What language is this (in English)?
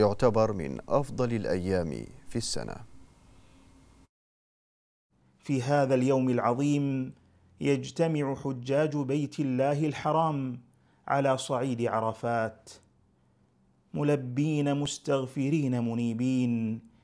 Arabic